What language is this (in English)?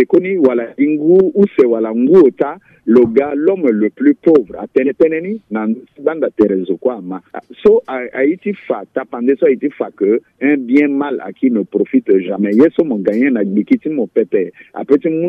Sango